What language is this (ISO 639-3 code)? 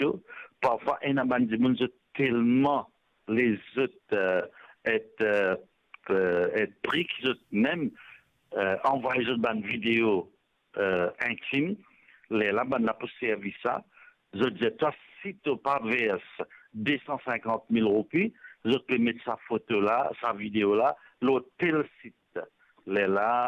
mfe